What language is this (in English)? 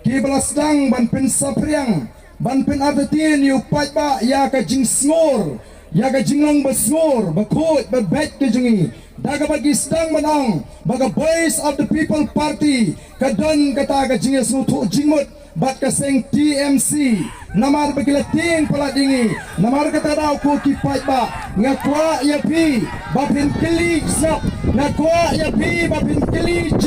Khasi